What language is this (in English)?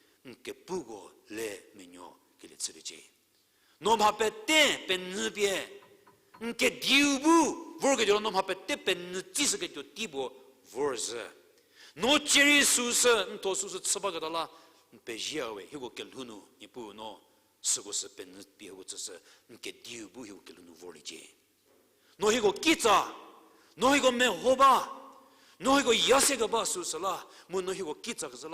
Angami Naga